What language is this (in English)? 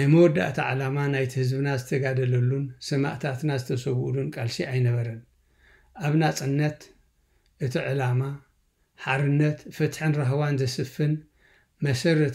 Tigrinya